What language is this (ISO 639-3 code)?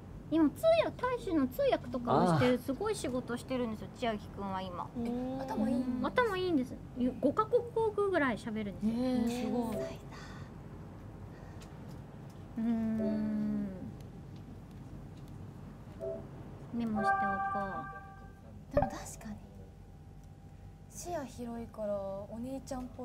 jpn